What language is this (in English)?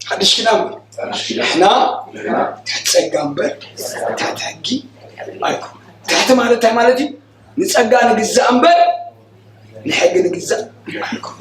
Tigrinya